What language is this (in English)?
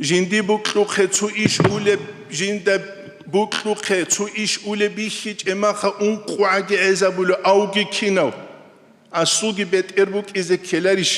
Avaric